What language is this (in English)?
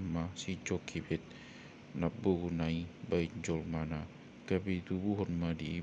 Batak Toba